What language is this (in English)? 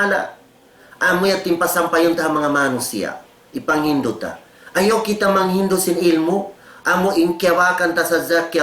Tausug